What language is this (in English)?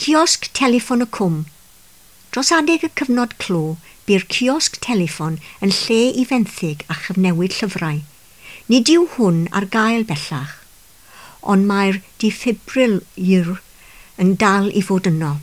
Welsh